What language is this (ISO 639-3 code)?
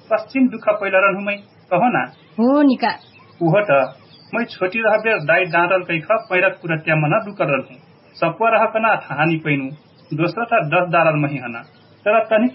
thl